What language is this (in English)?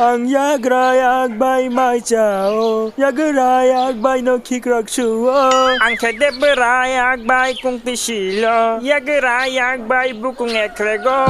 Kok Borok